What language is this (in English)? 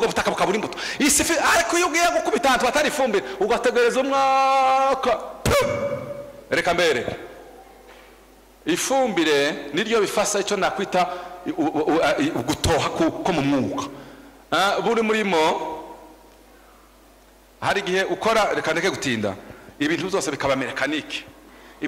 Kinyarwanda